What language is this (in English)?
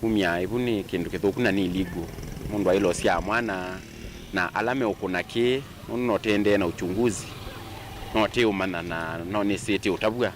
Kamba